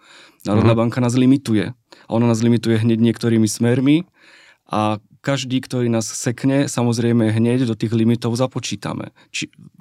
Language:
Slovak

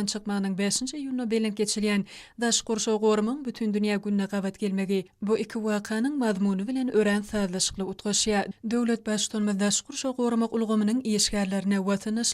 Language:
Turkmen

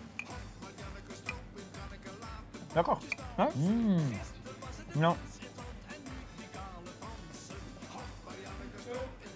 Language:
Dutch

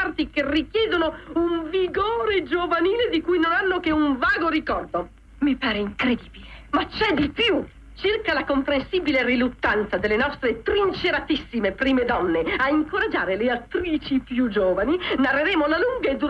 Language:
Italian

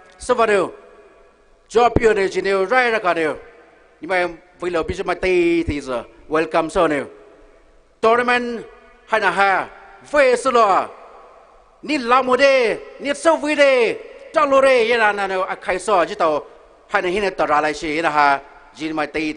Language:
Poumei Naga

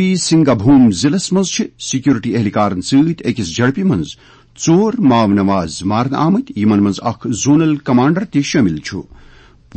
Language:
Kashmiri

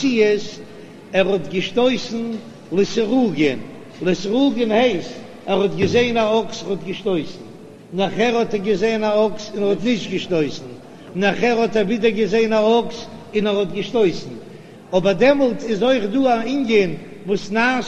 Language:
Yiddish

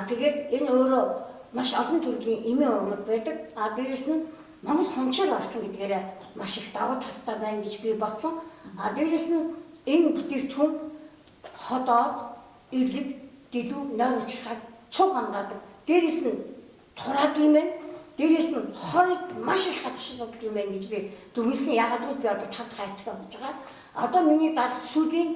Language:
Mongolian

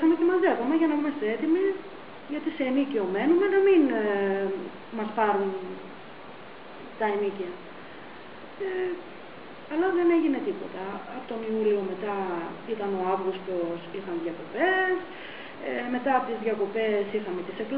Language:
Greek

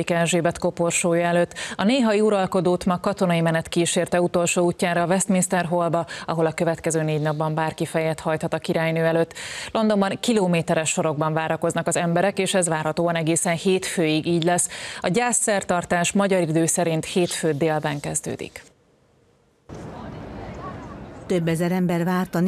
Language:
Hungarian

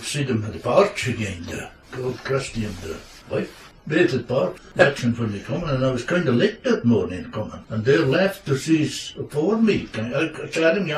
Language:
Scots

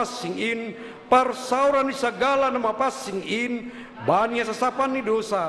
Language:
Batak Simalungun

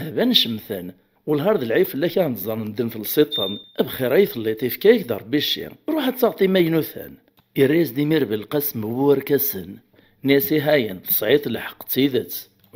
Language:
Kabyle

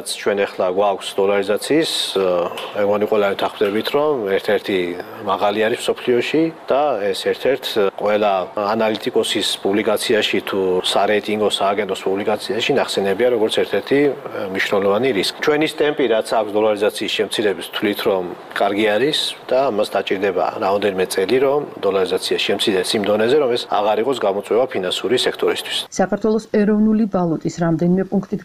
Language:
Georgian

